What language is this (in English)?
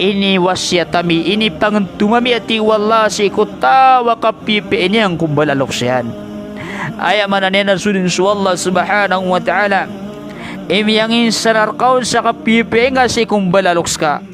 Maranao